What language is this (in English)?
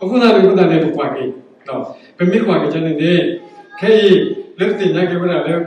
S'gaw Karen